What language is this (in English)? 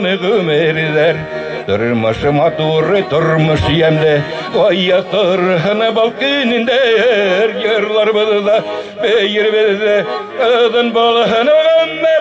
Bashkir